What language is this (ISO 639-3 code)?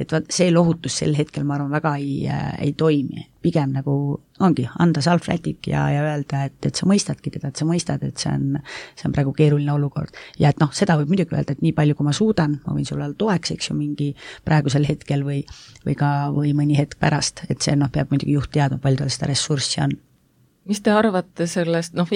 est